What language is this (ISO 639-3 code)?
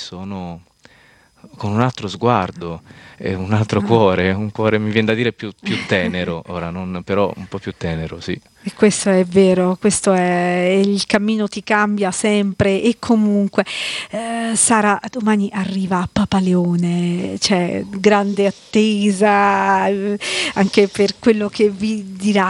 ita